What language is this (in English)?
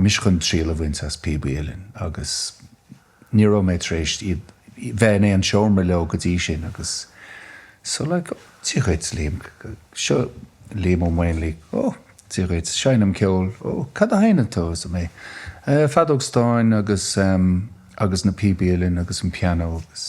Irish